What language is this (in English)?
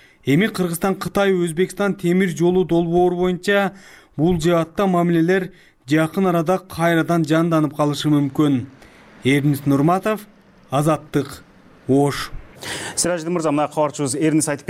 Kyrgyz